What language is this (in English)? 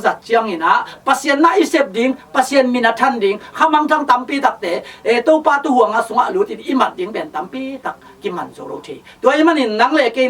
Tedim Chin